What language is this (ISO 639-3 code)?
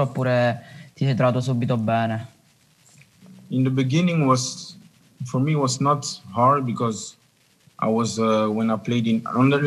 ita